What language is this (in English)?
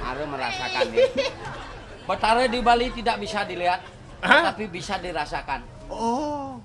Balinese